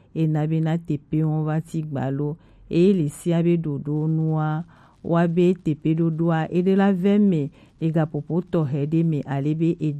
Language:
Gen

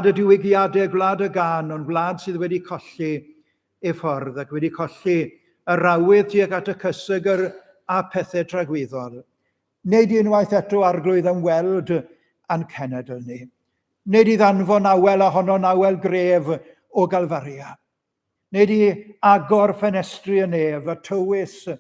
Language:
Welsh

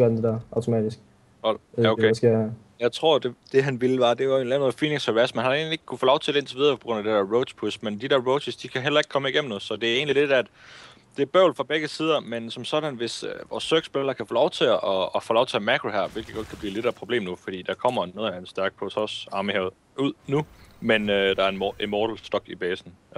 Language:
Danish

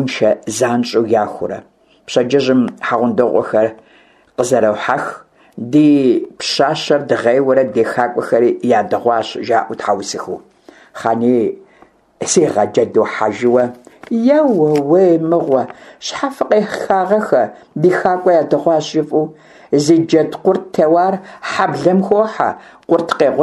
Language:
Kabardian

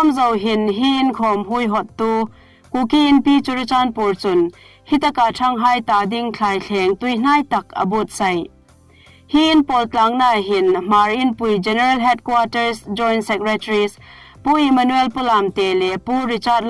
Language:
Hmar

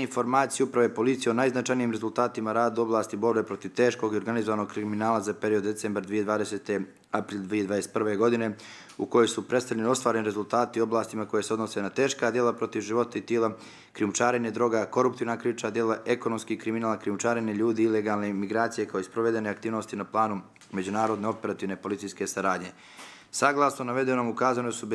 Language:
Serbian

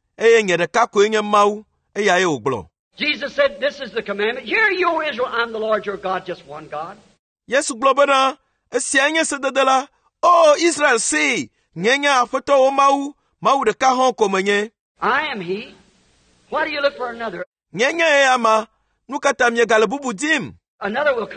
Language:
Ewe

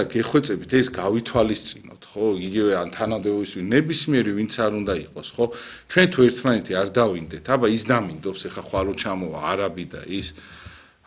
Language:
Georgian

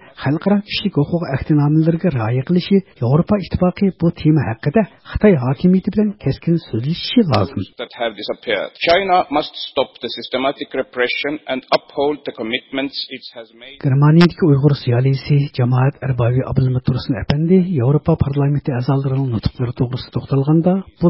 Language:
Uyghur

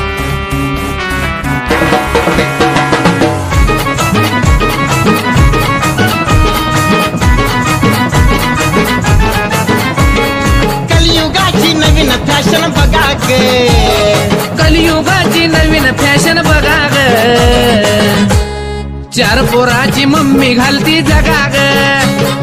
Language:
Marathi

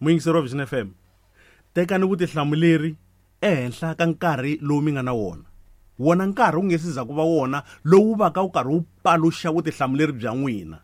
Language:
Tsonga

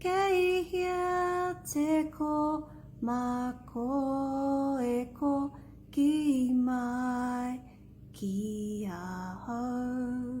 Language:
Māori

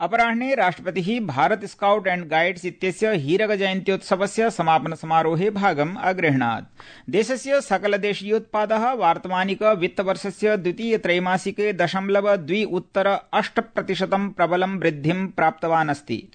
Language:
Sanskrit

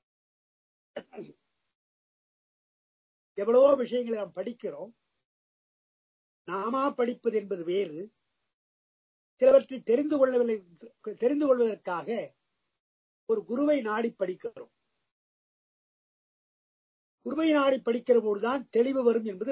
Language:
Tamil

